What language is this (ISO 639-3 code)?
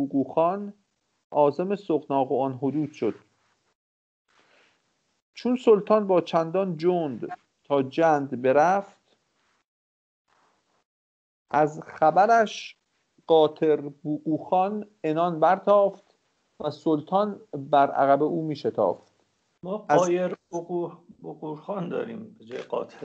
fas